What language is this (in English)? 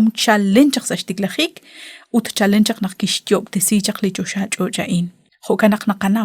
Kekchí